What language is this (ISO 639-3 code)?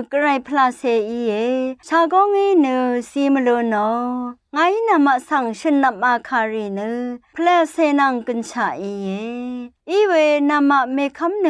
raw